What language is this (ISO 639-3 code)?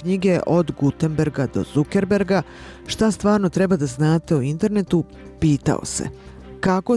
srp